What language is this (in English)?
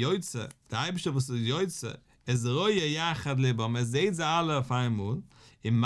Yiddish